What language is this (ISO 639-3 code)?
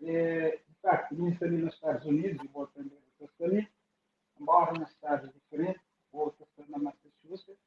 kea